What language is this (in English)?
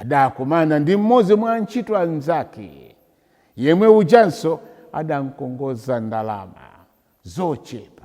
Nyanja